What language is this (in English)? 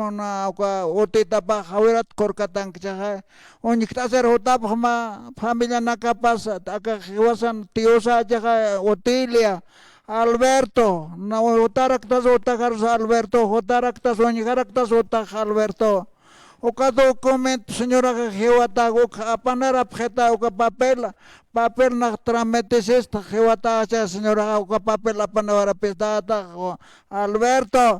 Aymara